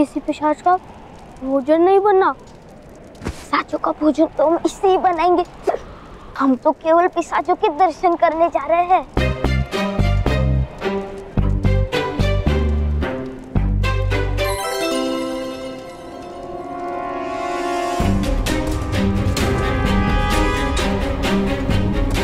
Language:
Hindi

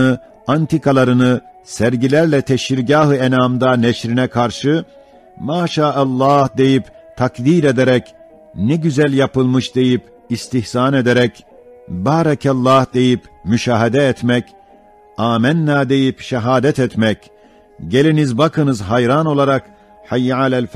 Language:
Ottoman Turkish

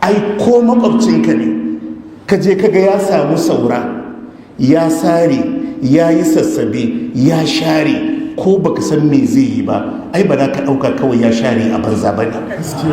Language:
Hausa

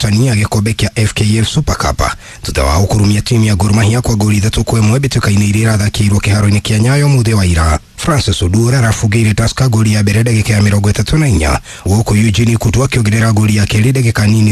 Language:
Kikuyu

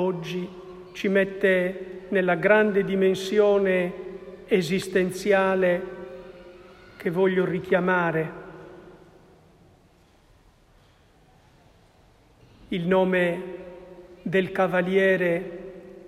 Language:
Italian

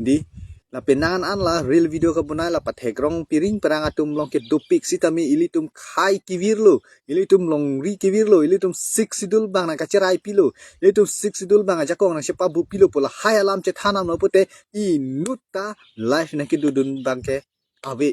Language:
Karbi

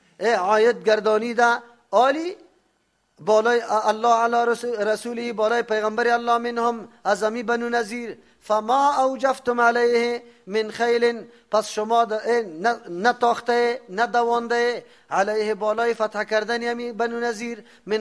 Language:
Persian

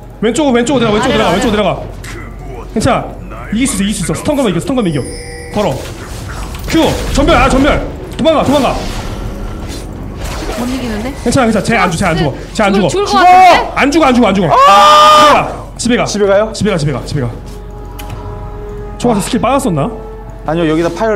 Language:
Korean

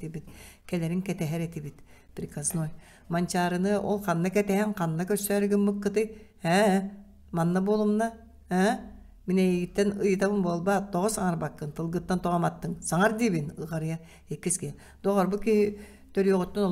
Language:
Yakut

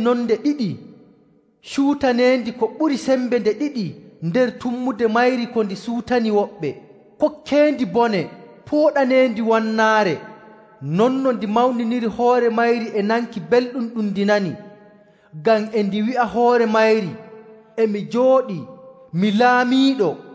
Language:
Nigerian Fulfulde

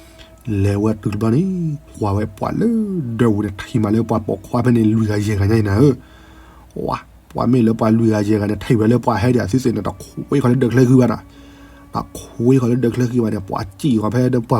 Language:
S'gaw Karen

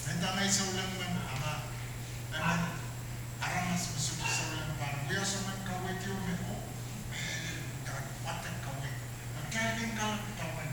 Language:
Pohnpeian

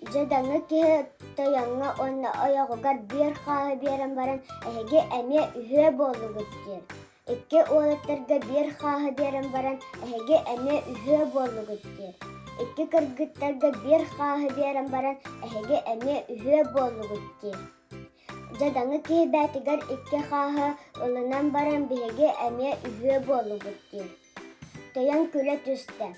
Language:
Yakut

